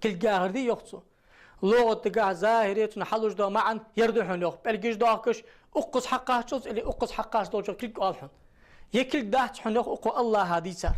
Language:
Ingush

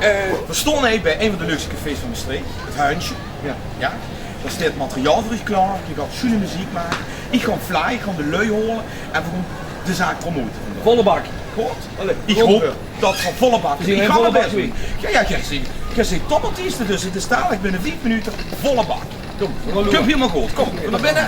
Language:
Limburgish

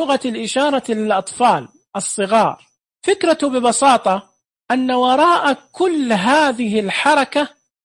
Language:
Najdi Arabic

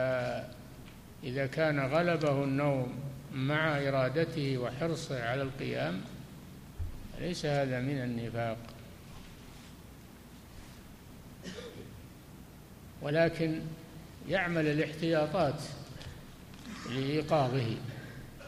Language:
Arabic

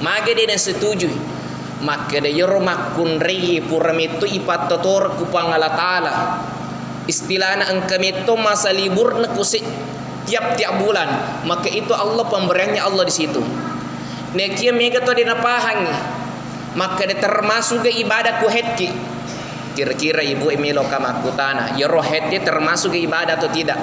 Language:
Buginese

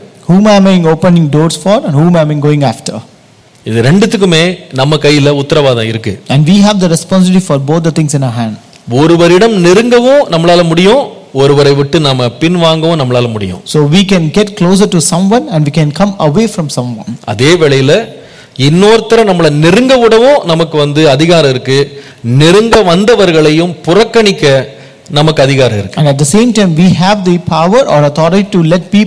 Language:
Tamil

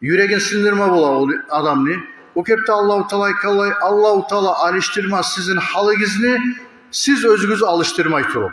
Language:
Kumyk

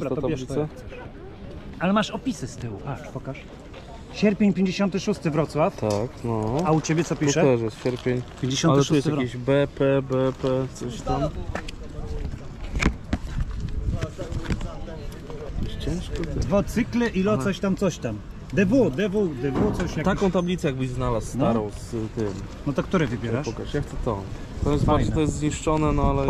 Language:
Polish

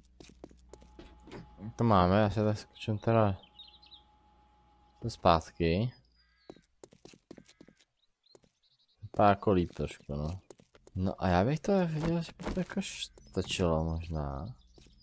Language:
Czech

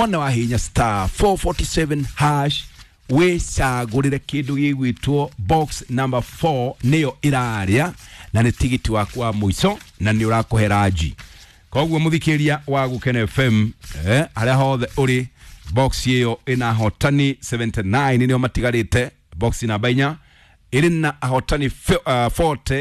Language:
Kikuyu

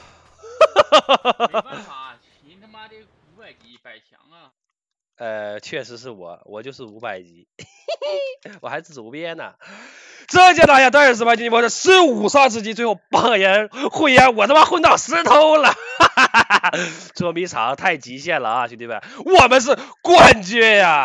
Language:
Chinese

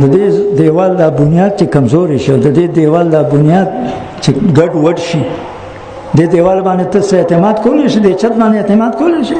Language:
Pashto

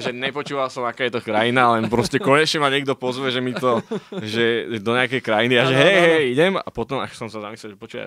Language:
Slovak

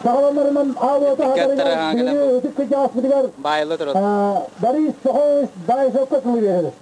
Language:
Yakut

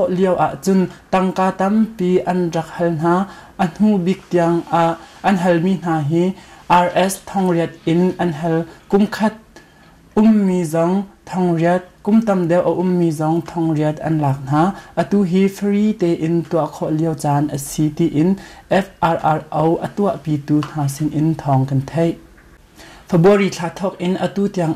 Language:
Hakha Chin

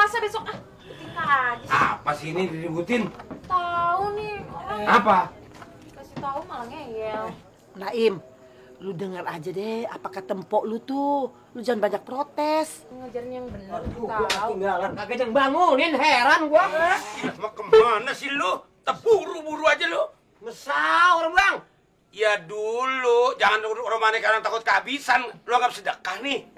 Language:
Betawi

